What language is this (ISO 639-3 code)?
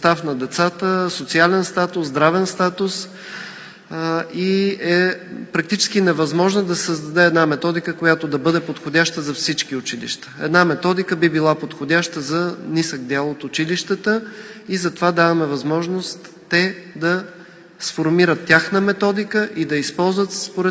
bul